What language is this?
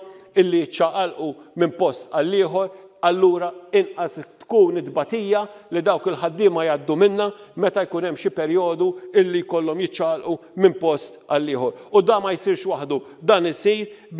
Maltese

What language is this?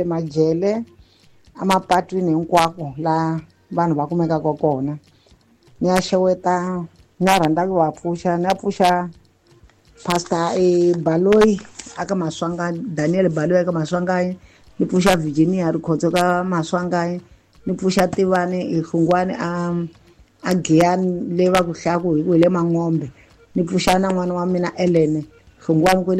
Tsonga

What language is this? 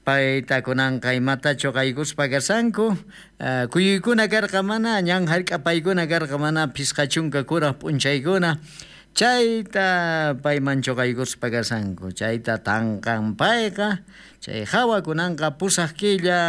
South Bolivian Quechua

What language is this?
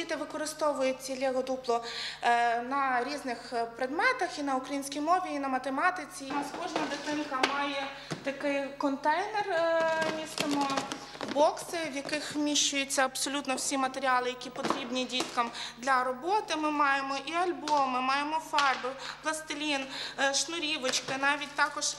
Ukrainian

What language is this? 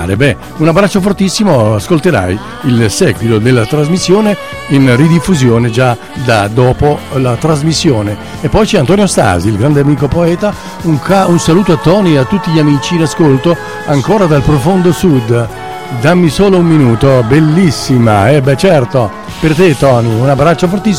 Italian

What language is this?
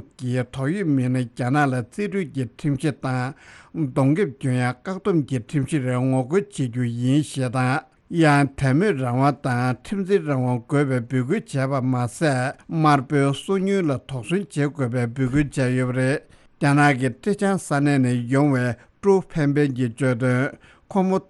Tibetan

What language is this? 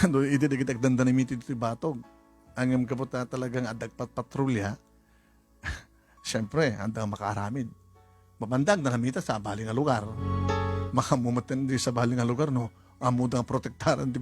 Iloko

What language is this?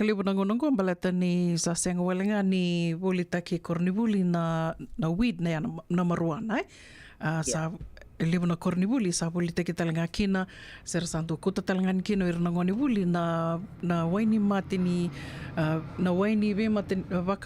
Fijian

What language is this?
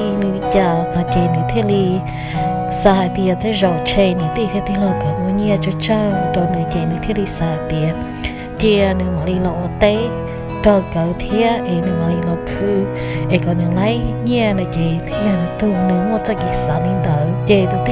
Hmong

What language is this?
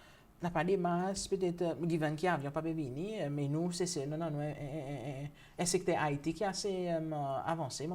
Seselwa Creole French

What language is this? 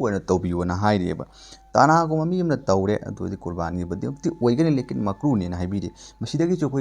Manipuri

